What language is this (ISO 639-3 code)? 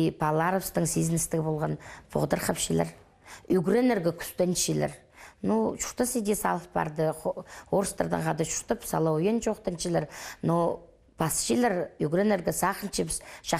kjh